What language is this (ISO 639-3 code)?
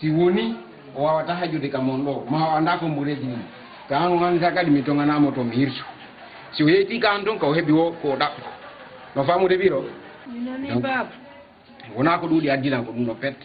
ful